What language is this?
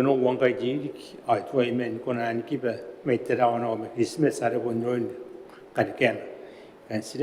Gilbertese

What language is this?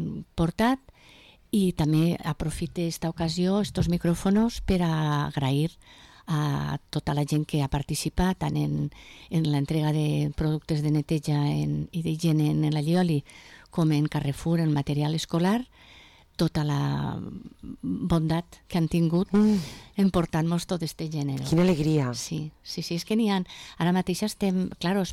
Catalan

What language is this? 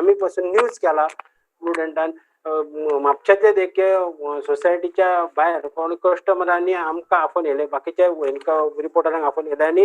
Konkani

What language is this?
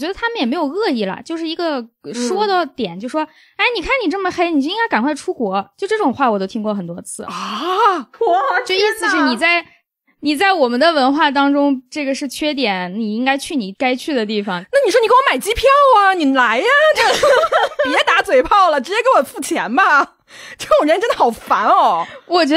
Chinese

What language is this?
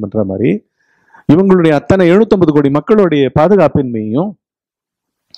Tamil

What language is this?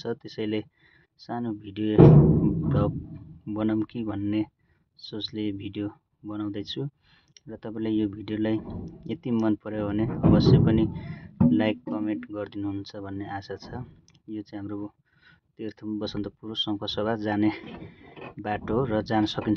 Nepali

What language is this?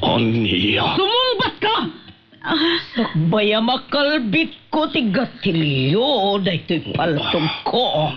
Iloko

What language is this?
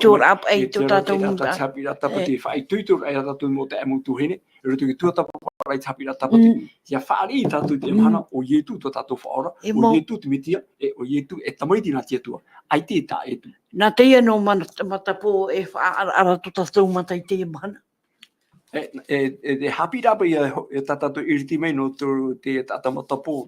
Tahitian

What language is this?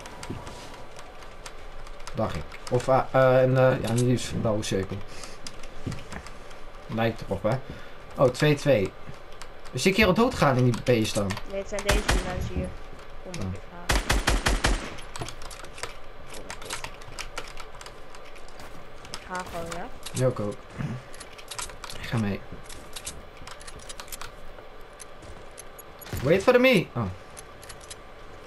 Dutch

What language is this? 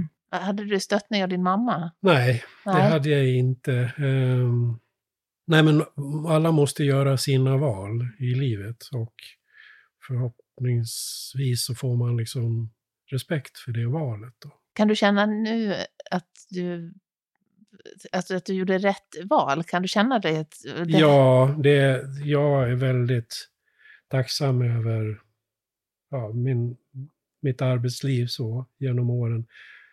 Swedish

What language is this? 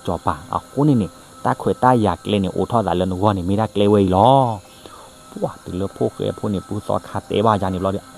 S'gaw Karen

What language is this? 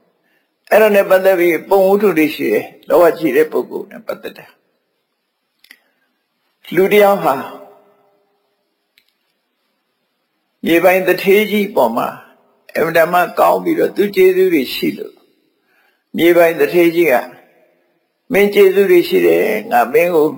Burmese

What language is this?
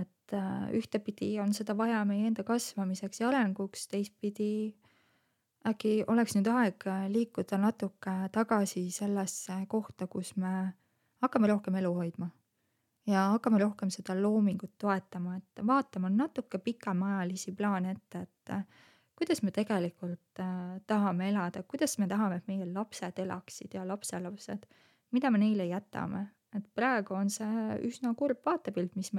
Estonian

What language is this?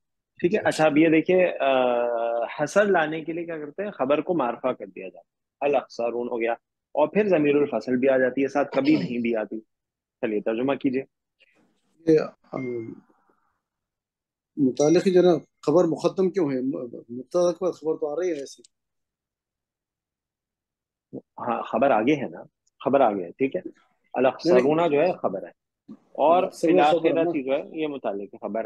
Urdu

